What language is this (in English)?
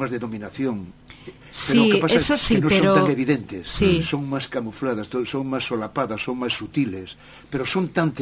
Galician